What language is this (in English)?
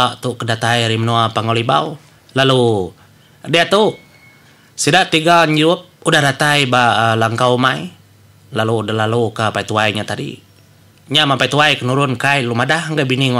Iban